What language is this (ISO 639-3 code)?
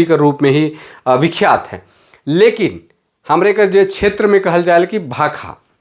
sck